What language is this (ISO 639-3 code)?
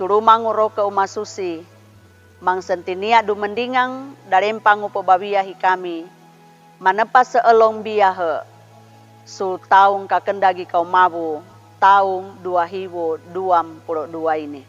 sxn